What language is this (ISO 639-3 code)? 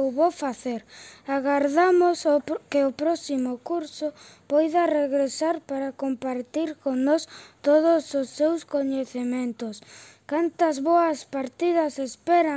glg